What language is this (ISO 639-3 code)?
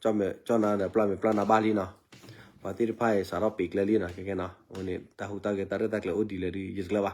ksw